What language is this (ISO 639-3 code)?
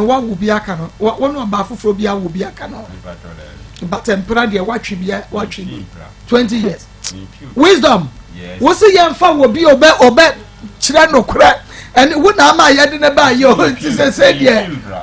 aka